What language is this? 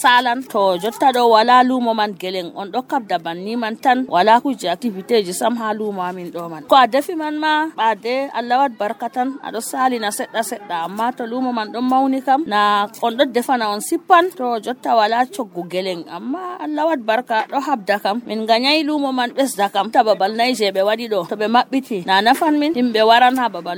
Nigerian Fulfulde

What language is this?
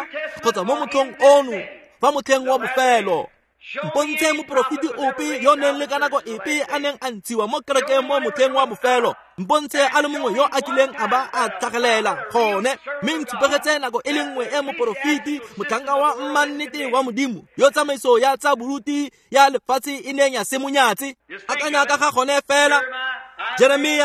Tswana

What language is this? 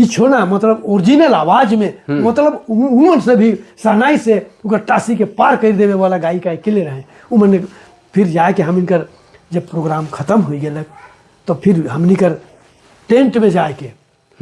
Sadri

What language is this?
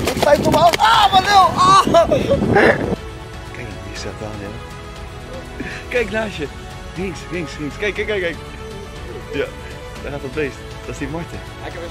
Dutch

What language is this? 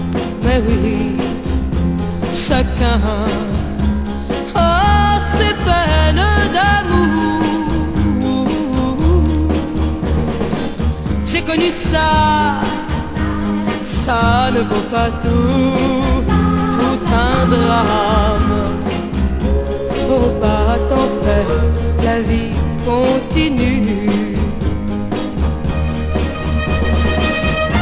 French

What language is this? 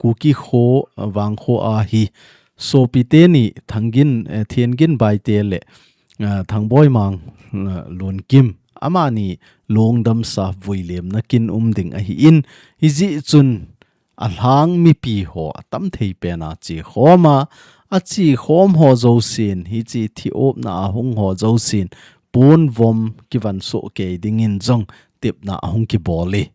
Thado Chin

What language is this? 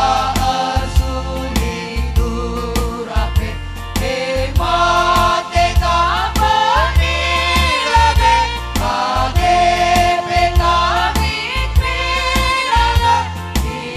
Batak Karo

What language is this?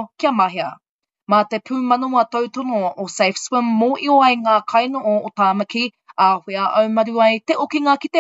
Māori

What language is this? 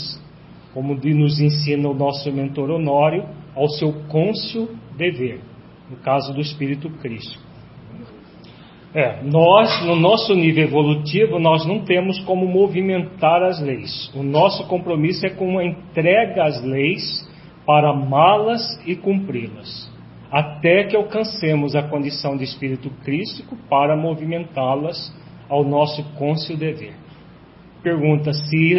Portuguese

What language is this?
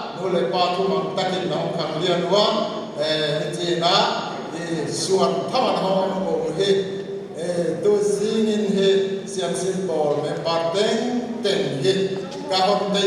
Paite Chin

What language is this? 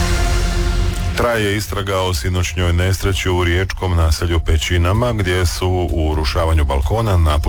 Croatian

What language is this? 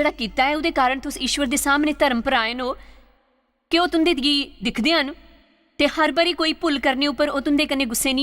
Dogri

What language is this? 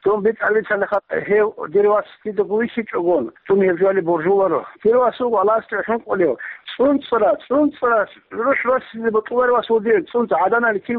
Avaric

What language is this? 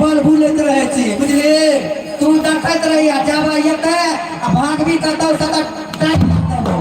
Maithili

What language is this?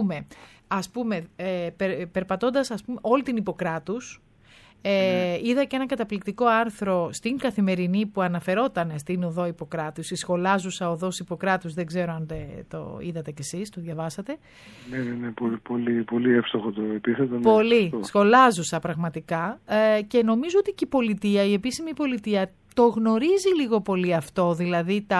Greek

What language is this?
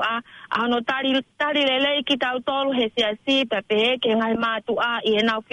Tongan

